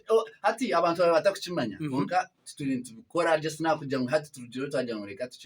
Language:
Nyankole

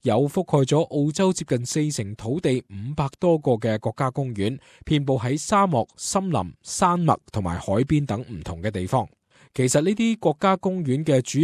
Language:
Cantonese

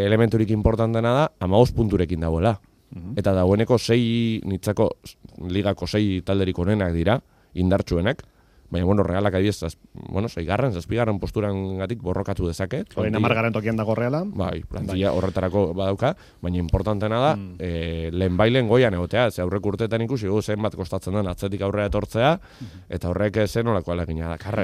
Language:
Basque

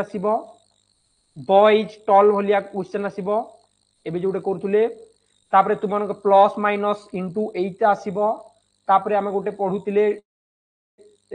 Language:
Odia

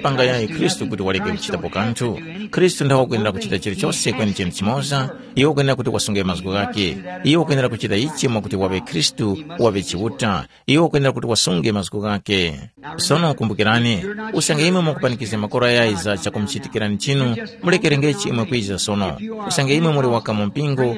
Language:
Tumbuka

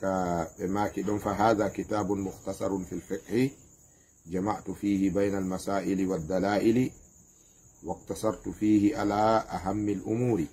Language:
Fula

